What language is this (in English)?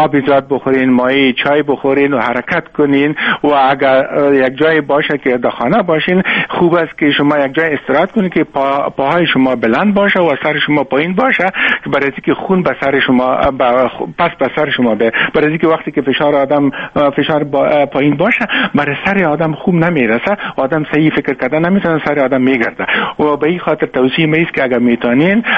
Persian